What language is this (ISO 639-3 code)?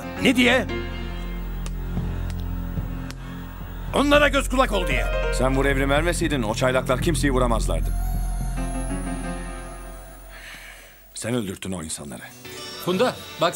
tur